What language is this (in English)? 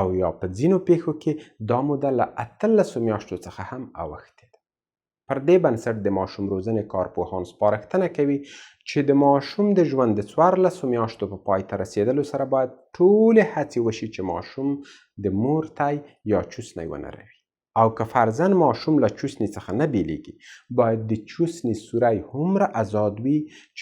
Pashto